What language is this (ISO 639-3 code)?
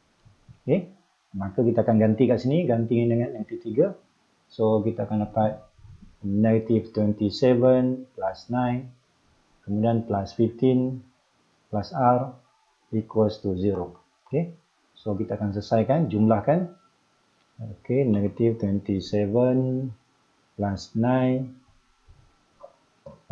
msa